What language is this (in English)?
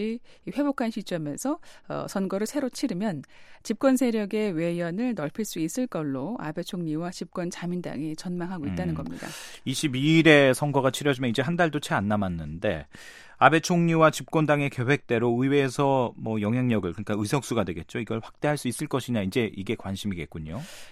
Korean